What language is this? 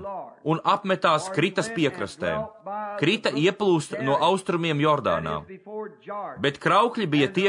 Latvian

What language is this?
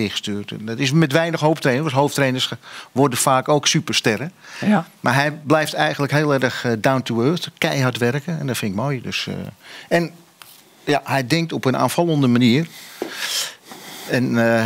Dutch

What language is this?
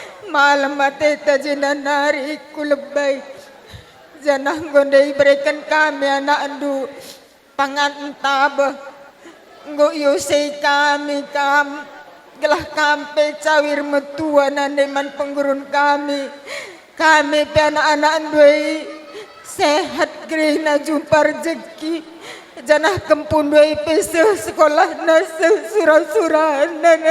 Batak Karo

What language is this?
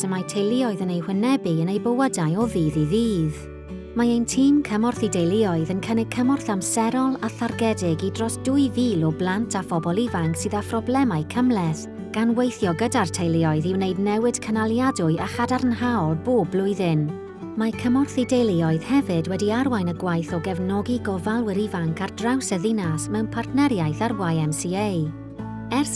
Welsh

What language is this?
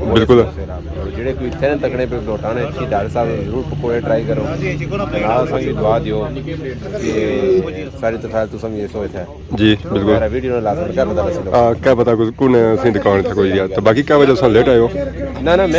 Pahari-Potwari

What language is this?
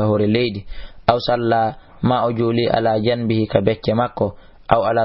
Fula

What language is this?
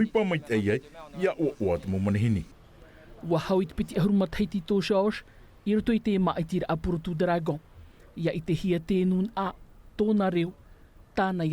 Tahitian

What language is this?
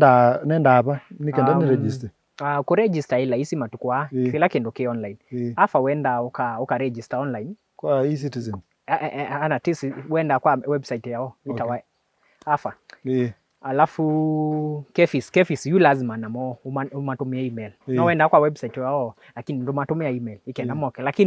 Kamba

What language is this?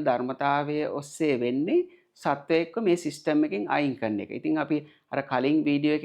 Sinhala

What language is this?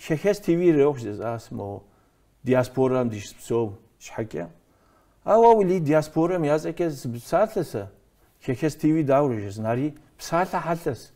Kabardian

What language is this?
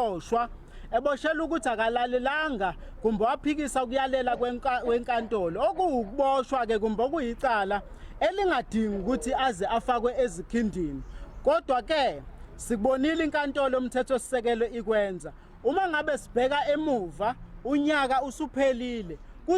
Zulu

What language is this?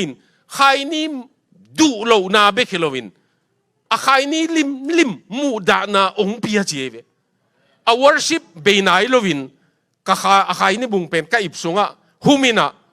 Tedim Chin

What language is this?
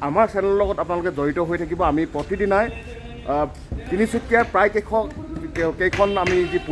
Assamese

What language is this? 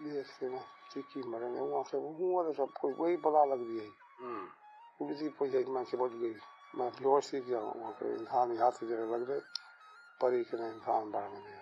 Saraiki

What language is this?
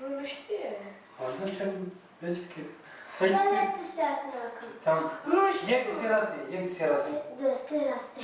Kurdish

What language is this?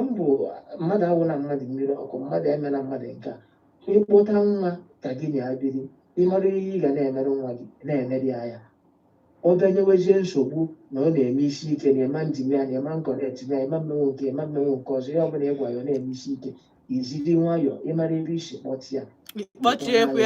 Igbo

